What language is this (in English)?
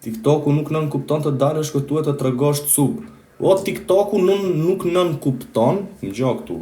Albanian